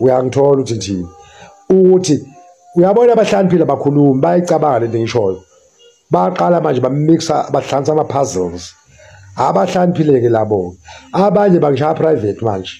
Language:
Zulu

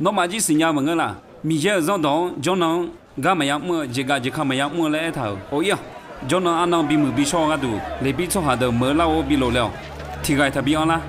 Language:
Akha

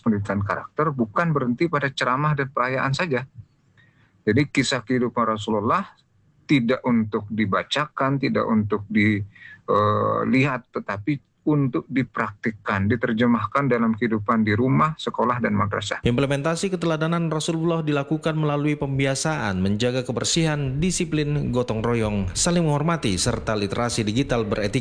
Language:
Indonesian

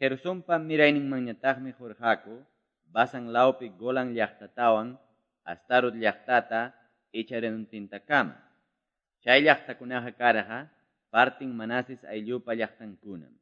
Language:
Quechua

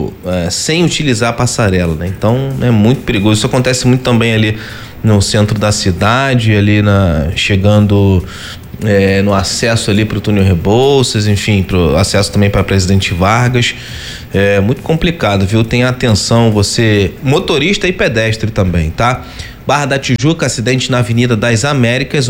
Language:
Portuguese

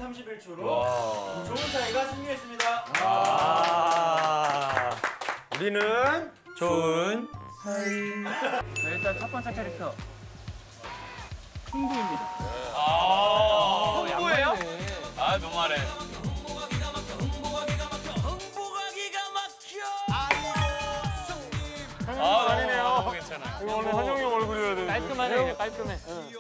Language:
Korean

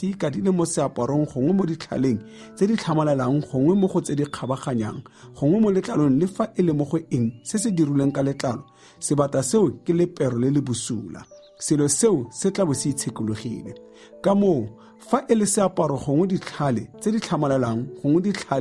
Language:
Tswana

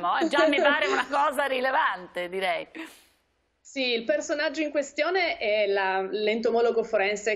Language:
Italian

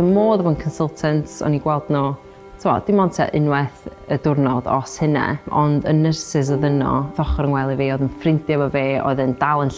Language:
Welsh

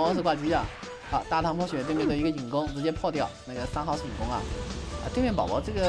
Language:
Chinese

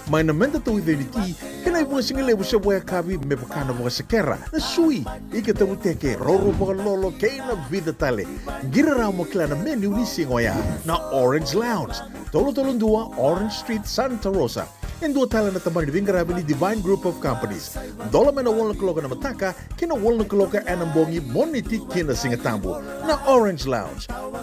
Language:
Fijian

